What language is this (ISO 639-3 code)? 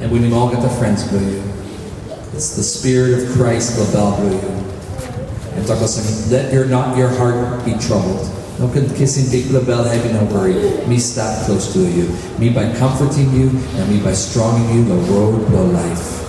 tpi